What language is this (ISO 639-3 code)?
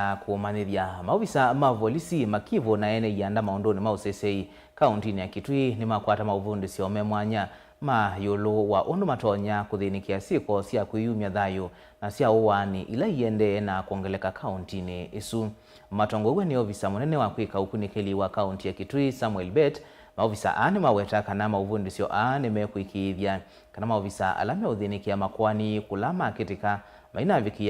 kam